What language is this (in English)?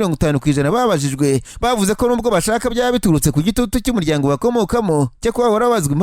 Kinyarwanda